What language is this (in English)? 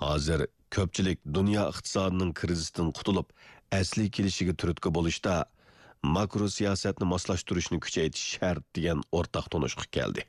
Uyghur